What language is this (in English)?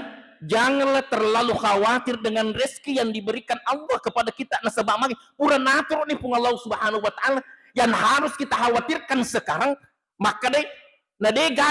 Buginese